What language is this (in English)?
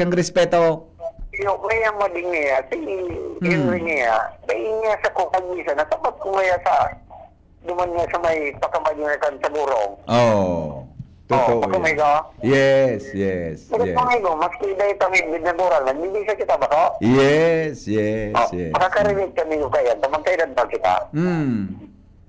Bikol